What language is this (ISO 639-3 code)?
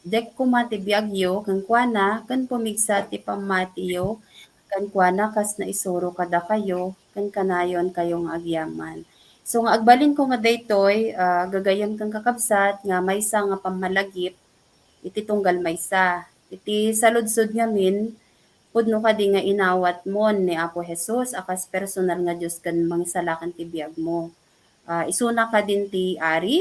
ilo